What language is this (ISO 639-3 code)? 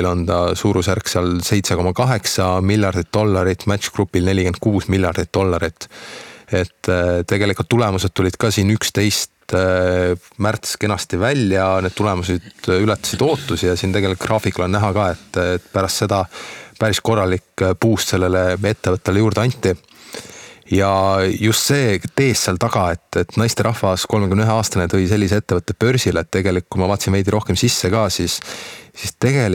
est